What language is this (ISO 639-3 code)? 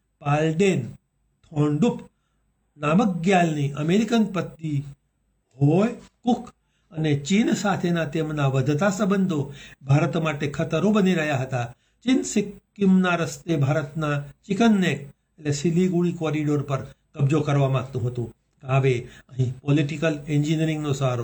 guj